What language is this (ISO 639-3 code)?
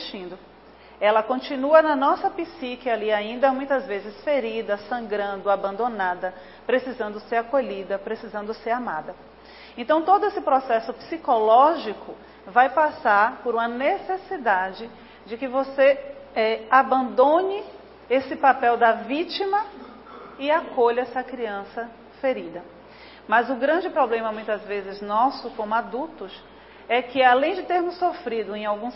por